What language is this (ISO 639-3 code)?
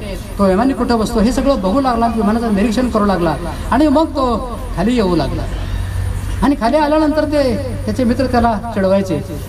mar